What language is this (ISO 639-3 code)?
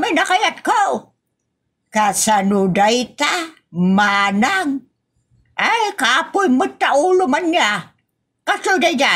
ilo